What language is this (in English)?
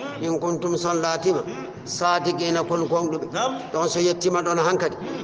Fula